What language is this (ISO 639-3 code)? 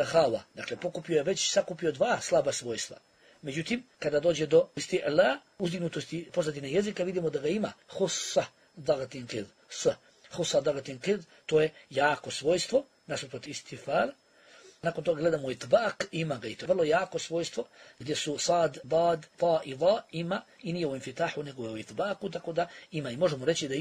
bos